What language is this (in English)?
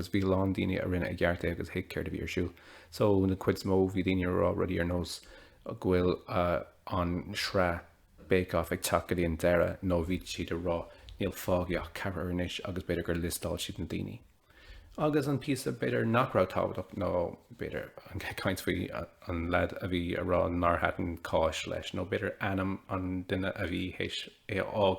Irish